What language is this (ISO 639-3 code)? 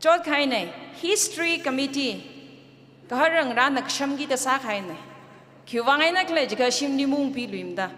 nmf